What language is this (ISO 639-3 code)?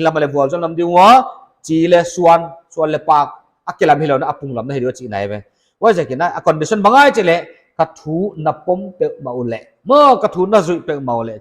pck